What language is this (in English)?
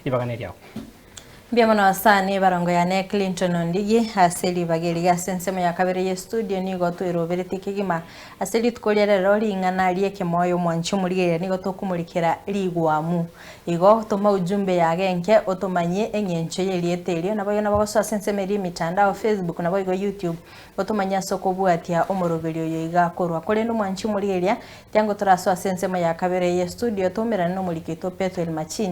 Gusii